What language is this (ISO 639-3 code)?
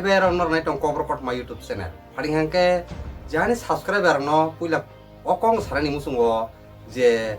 trp